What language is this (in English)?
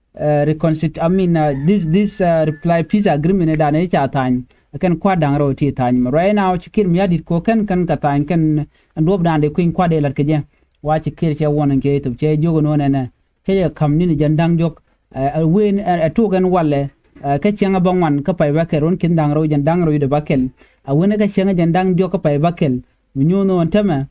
Nuer